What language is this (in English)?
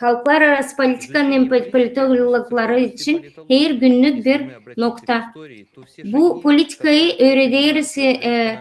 Gagauz